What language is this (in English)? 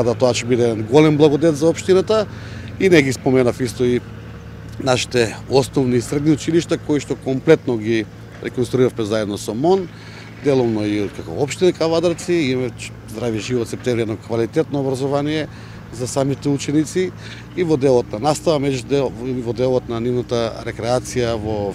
Macedonian